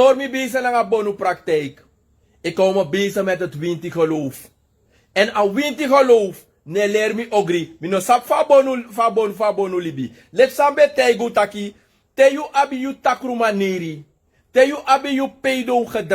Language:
Sranan Tongo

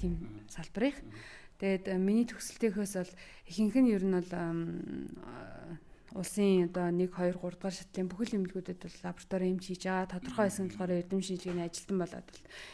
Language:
Mongolian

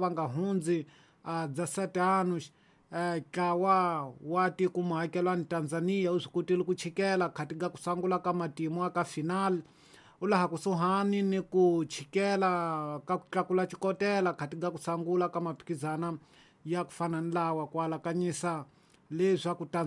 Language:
Tsonga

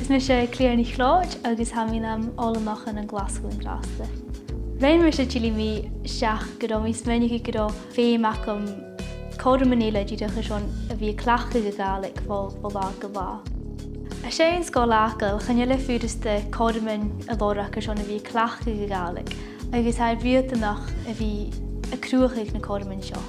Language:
Scottish Gaelic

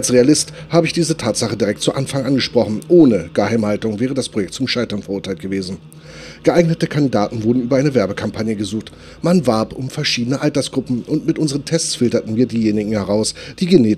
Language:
German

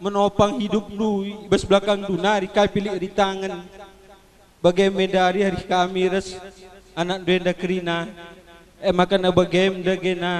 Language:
Batak Karo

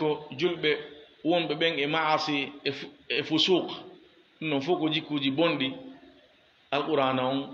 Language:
Fula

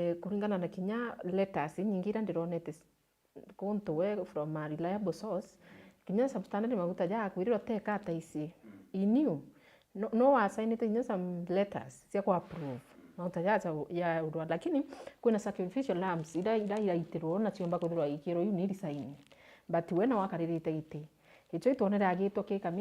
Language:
Meru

